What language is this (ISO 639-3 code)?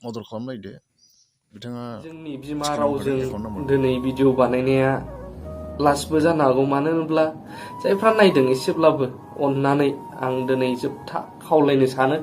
brx